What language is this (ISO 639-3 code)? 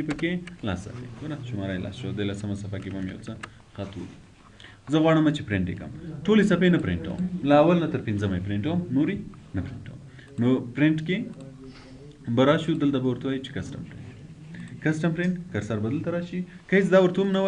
pus